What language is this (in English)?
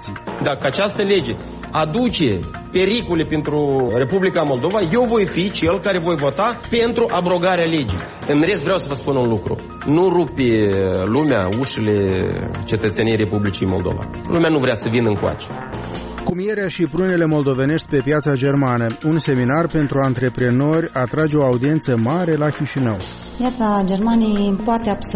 Romanian